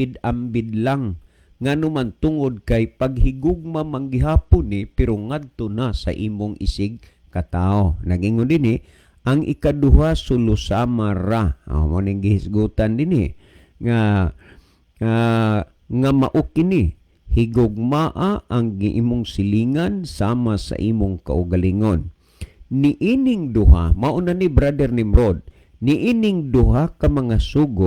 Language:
Cebuano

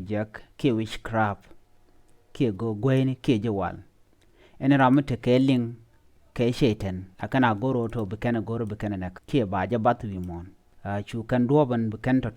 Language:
Nuer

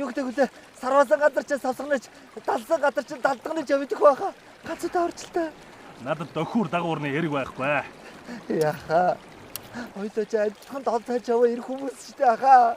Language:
Mongolian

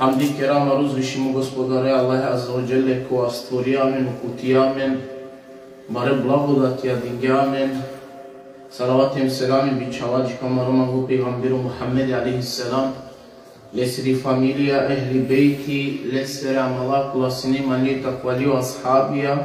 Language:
Balkan Romani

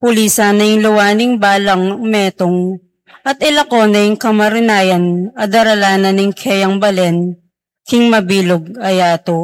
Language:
Pampanga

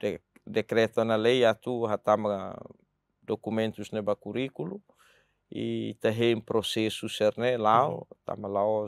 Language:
Tetum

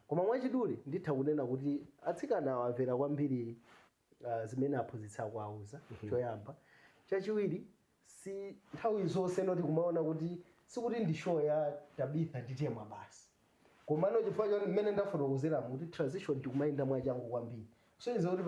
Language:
Nyanja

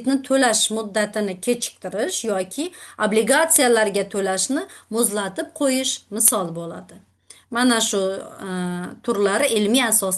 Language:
Uzbek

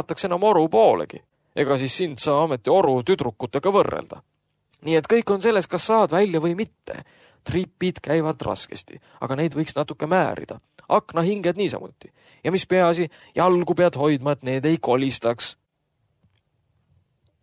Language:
Estonian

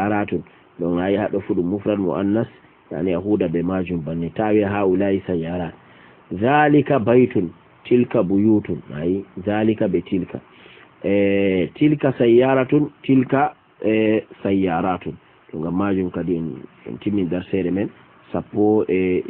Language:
Fula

